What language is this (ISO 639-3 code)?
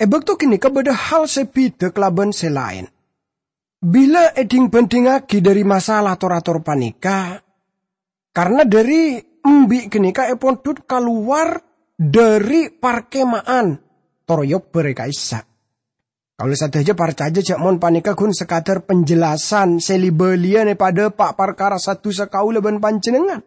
mad